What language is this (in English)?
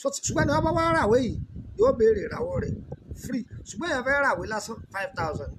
Yoruba